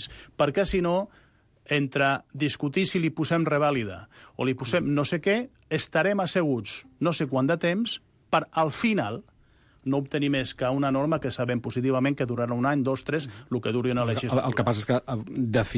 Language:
Catalan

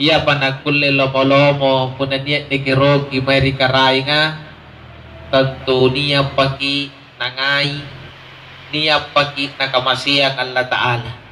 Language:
Makasar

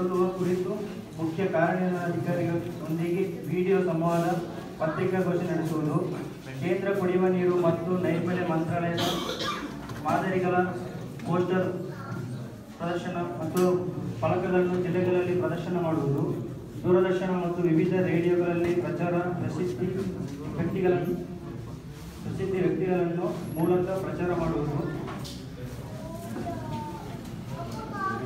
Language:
Kannada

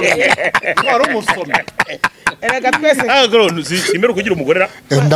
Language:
Kinyarwanda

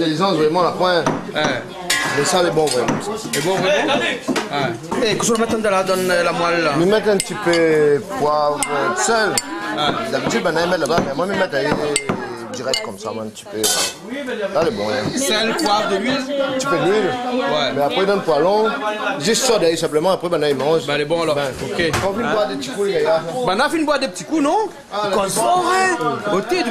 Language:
Réunion Creole French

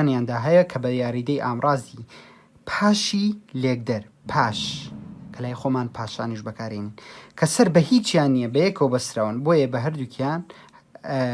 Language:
Central Kurdish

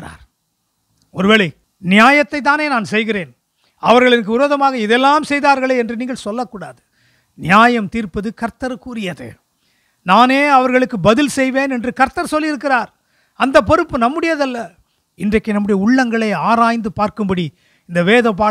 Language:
Tamil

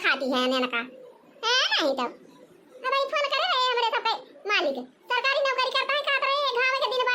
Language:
Awadhi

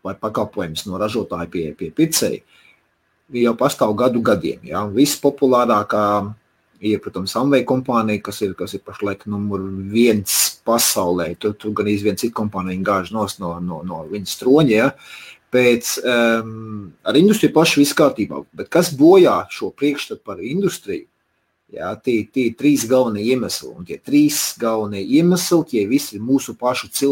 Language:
Latvian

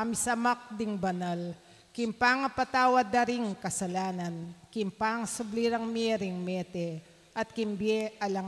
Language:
Pampanga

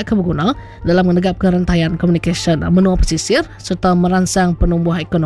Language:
Iban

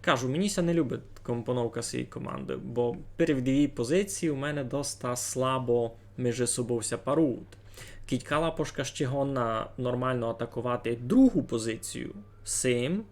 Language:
Rusyn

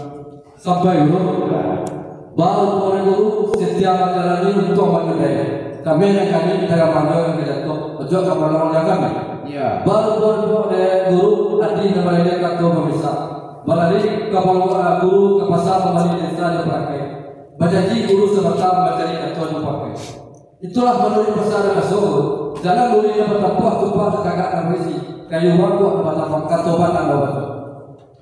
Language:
Minangkabau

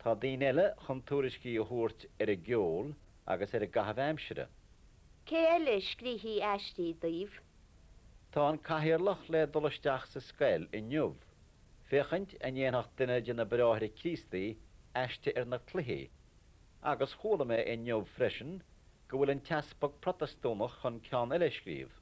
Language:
Irish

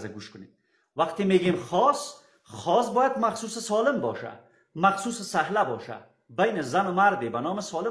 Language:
Persian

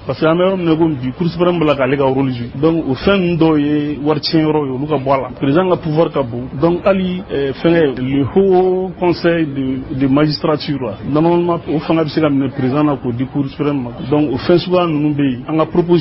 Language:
Bambara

